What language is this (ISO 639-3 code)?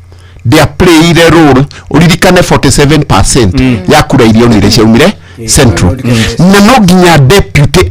kik